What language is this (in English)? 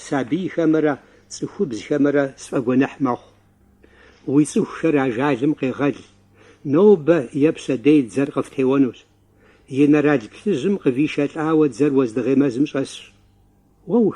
Kabardian